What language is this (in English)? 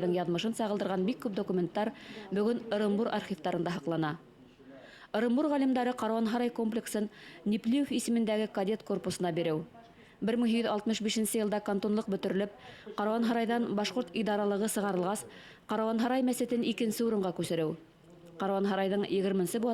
Bashkir